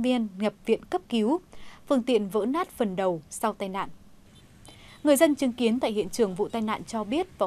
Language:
Vietnamese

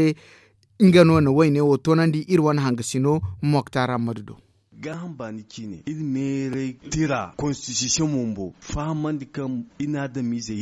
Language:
Zarma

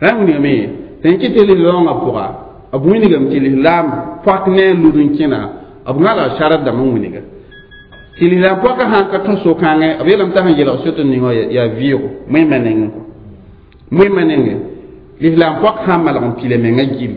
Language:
Mossi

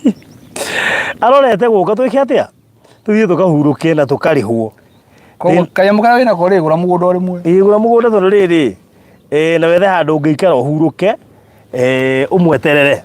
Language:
Kikuyu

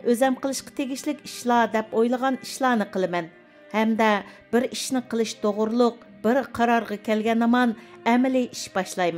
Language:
Uyghur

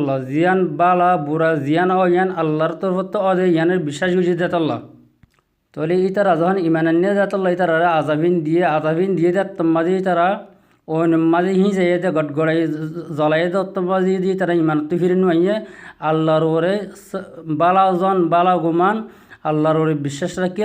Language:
Rohingya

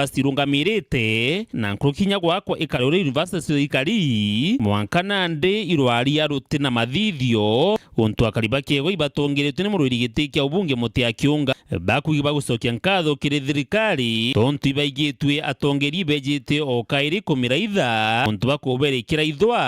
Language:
Meru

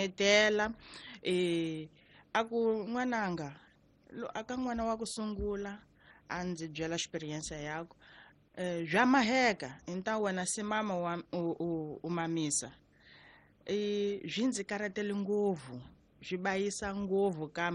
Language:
Tsonga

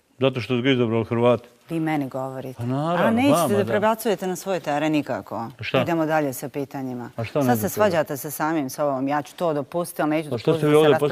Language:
Bosnian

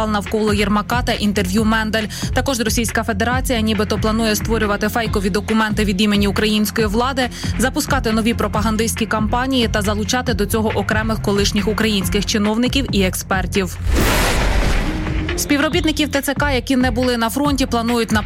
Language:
Ukrainian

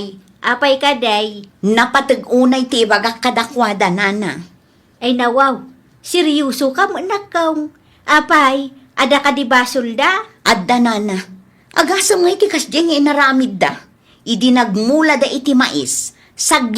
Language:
Iloko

